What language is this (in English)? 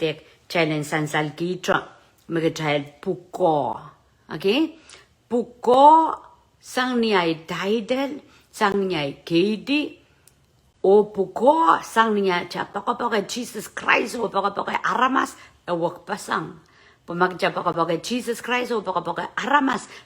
Pohnpeian